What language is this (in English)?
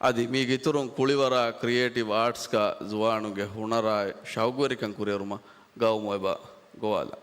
Divehi